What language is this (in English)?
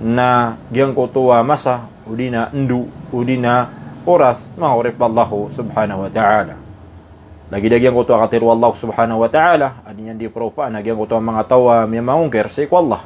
Maranao